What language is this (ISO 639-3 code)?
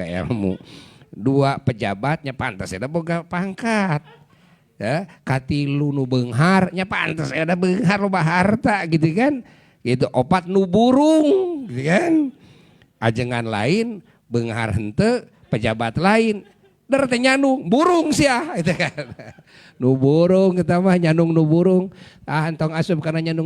sun